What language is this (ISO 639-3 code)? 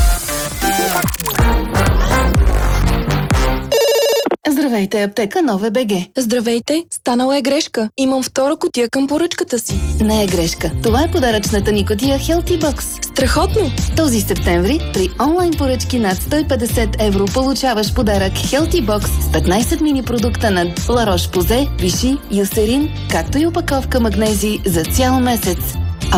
bul